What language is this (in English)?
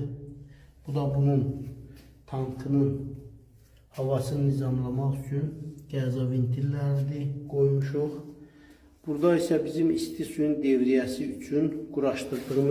Azerbaijani